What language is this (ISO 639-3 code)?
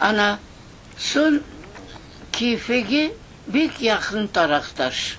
crh